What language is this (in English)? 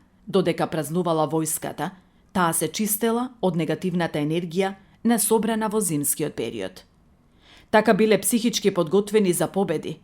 Macedonian